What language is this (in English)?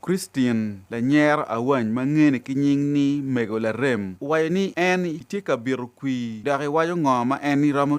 Acoli